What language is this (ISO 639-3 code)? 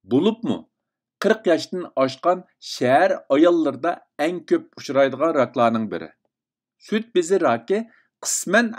uig